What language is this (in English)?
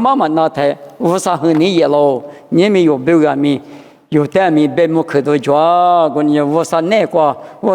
Lisu